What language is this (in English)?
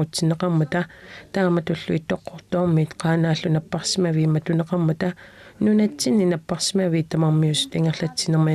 Kalaallisut